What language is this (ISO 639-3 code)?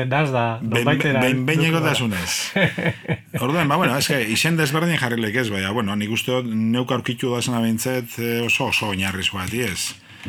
eus